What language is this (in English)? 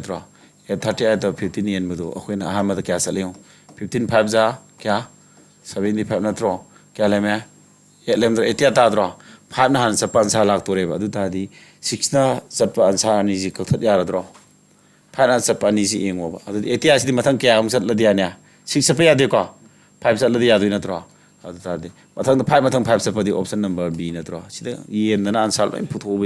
Manipuri